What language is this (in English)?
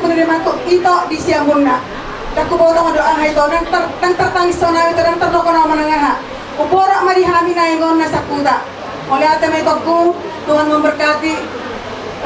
Batak Toba